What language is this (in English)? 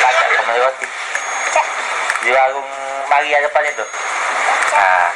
Musi